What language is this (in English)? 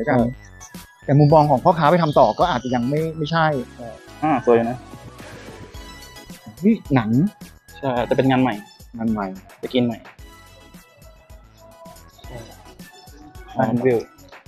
Thai